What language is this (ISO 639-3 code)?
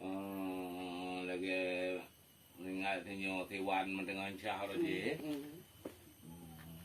ace